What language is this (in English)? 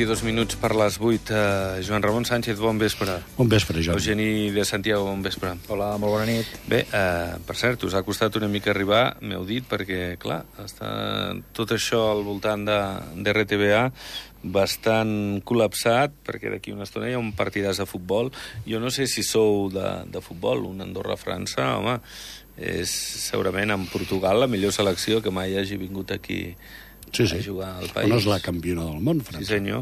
Catalan